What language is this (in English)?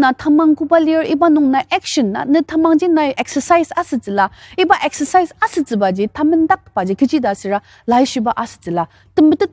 Ao Naga